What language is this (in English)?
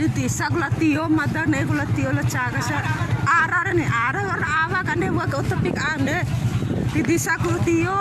Bima